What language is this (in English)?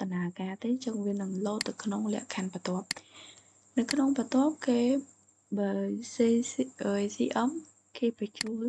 Khmer